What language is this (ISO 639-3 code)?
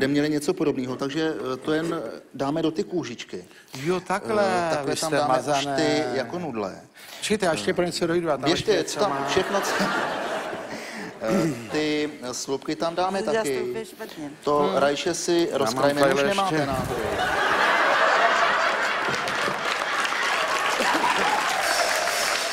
ces